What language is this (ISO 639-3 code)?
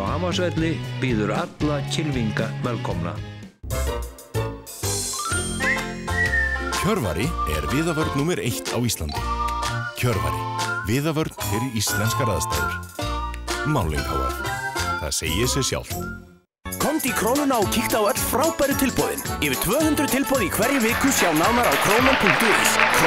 isl